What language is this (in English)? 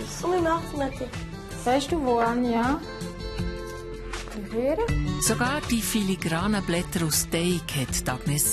Swiss German